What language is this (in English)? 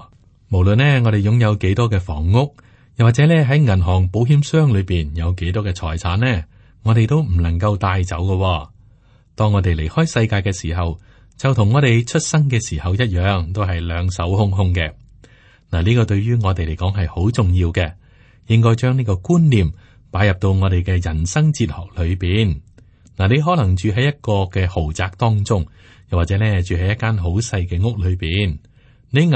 Cantonese